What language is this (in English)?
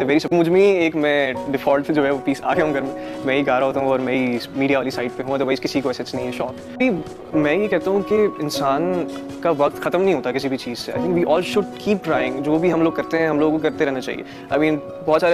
Hindi